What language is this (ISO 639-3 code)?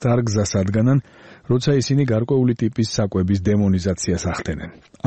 kat